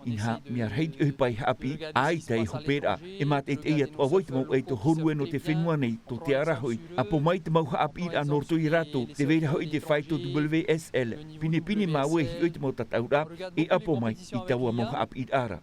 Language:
Tahitian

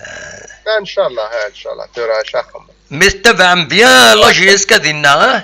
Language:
Kabyle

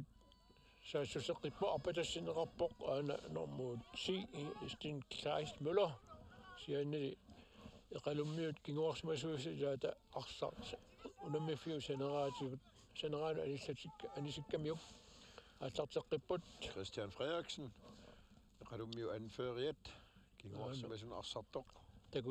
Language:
Kalaallisut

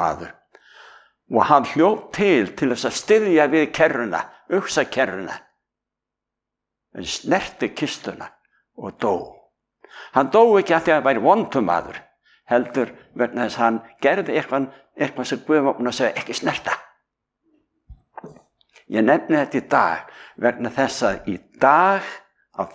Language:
Icelandic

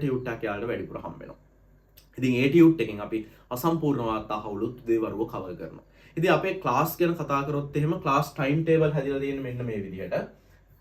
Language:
Sinhala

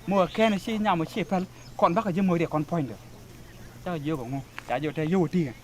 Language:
Nuer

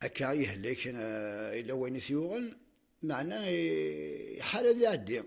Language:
Kabyle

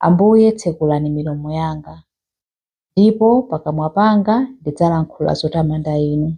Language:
Nyanja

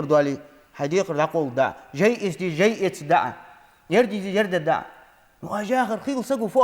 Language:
Ingush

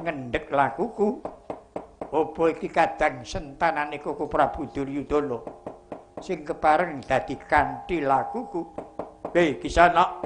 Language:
Javanese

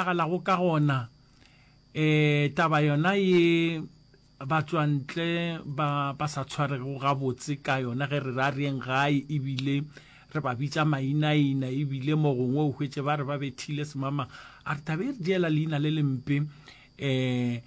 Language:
Northern Sotho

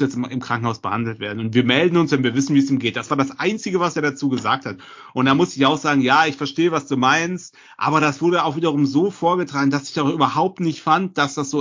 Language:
German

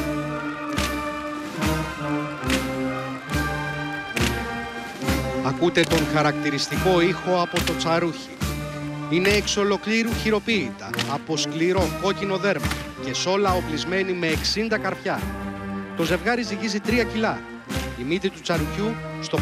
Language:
Greek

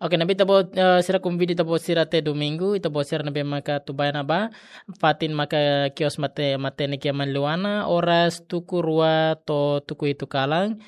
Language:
Tetum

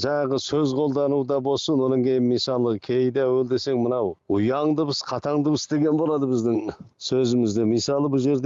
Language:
Kazakh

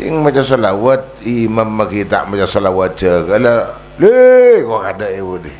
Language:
Madurese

